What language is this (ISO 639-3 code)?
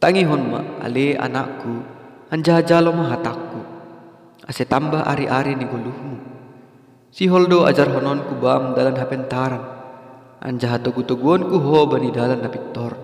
bts